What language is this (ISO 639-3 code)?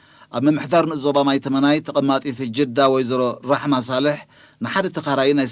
tir